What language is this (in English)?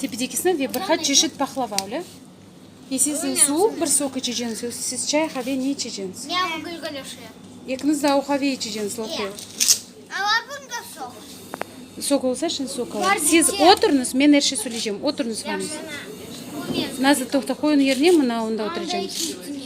Crimean Tatar